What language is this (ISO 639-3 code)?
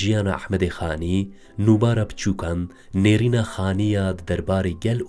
kur